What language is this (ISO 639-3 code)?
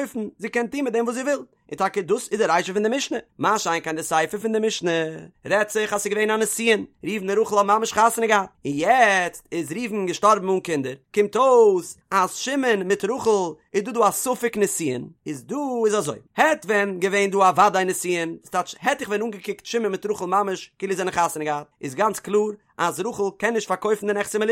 yid